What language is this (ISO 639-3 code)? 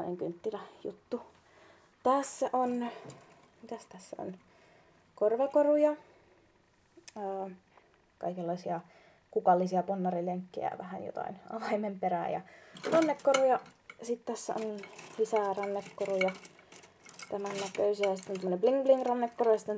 fin